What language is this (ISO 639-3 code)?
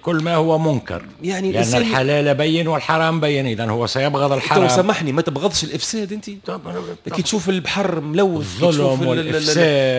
aeb